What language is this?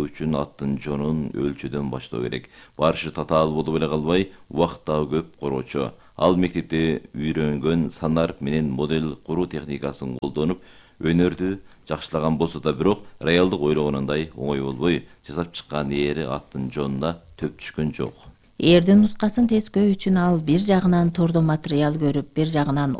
Kyrgyz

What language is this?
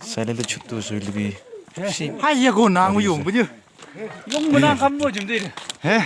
Naga Pidgin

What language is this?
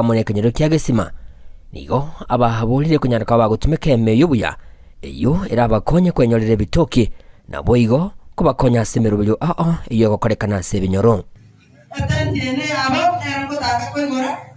Gusii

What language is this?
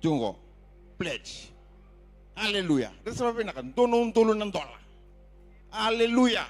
Fijian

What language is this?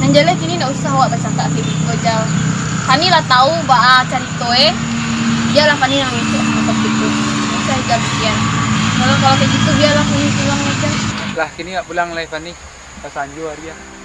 Minangkabau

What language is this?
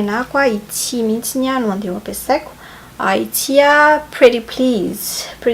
Malagasy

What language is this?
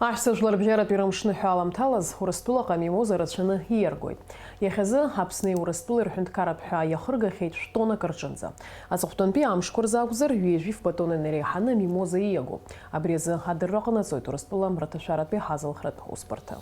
Abkhazian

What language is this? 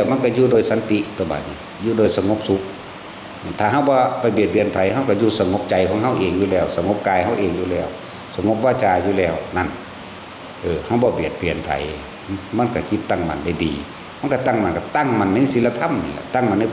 Northeastern Thai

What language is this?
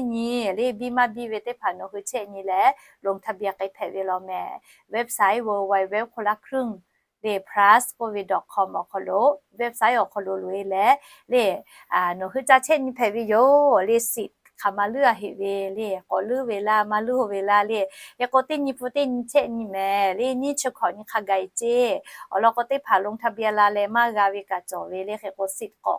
Lahu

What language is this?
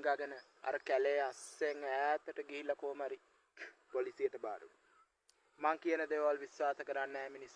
Sinhala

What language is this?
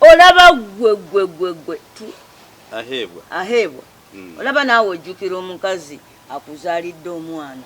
Ganda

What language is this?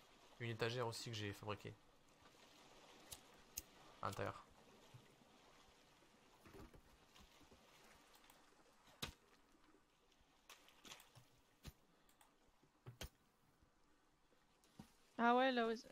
French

